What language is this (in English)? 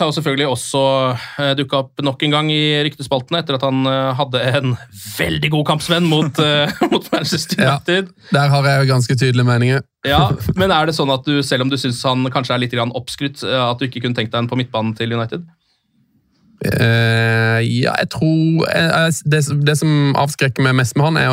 Norwegian